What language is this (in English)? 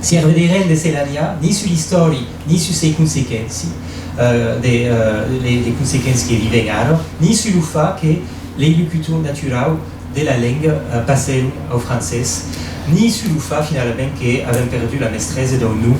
Occitan